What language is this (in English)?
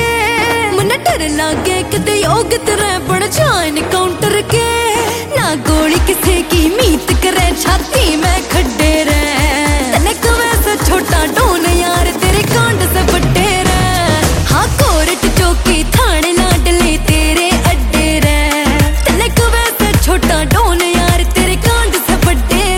Haryanvi